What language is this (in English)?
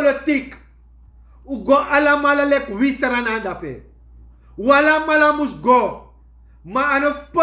Sranan Tongo